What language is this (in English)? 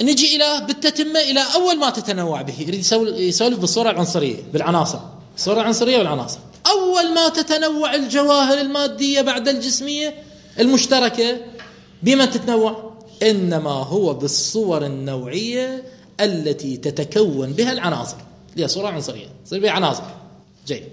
Mesopotamian Arabic